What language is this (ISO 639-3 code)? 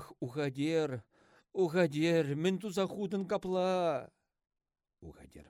chv